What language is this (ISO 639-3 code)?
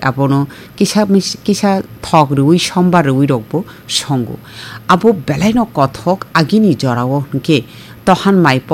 trp